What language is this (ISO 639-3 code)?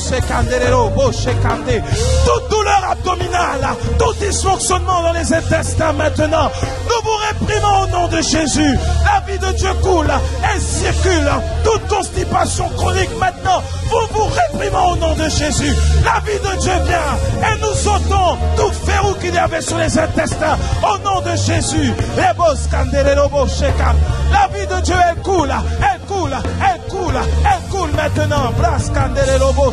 fra